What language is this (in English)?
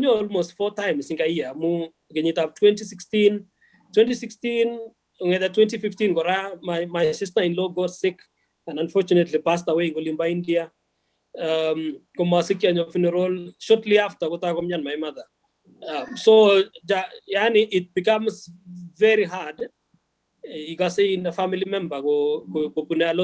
Kalenjin